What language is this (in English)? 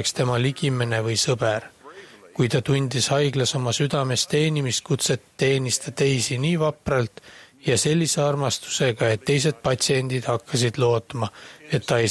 Estonian